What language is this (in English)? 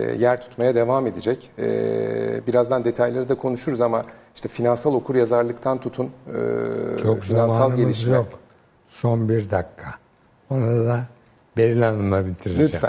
Turkish